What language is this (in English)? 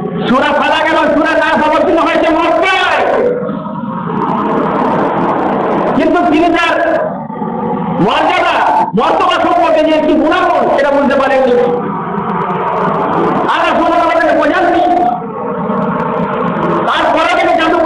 Bangla